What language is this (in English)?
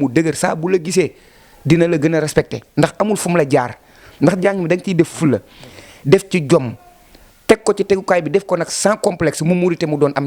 Wolof